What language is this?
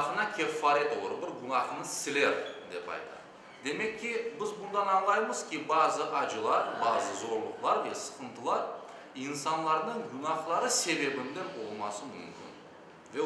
Crimean Tatar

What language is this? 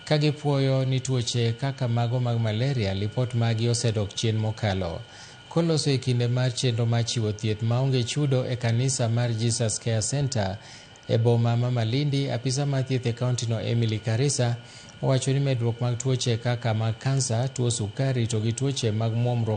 Luo (Kenya and Tanzania)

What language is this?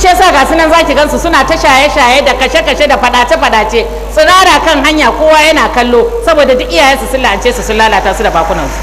Hausa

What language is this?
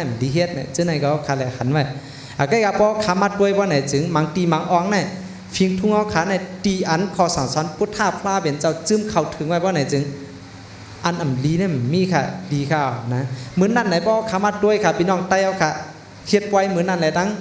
Shan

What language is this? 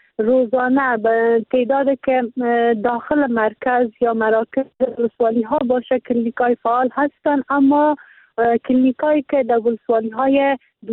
Persian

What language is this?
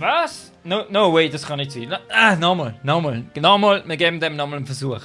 Swiss German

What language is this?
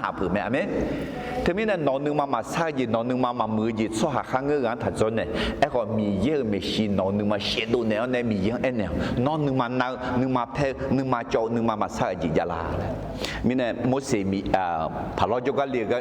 Akha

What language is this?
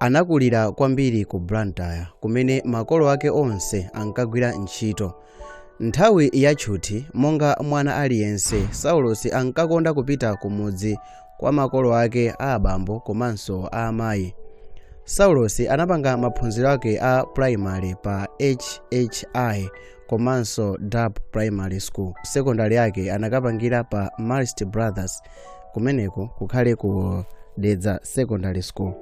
Nyanja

